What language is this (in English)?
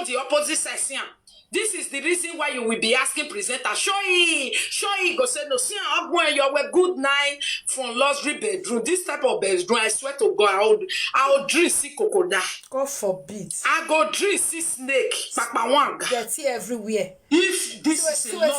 Nigerian Pidgin